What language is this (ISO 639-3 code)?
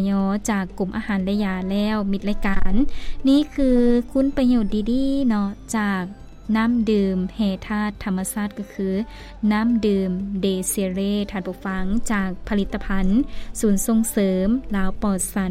lao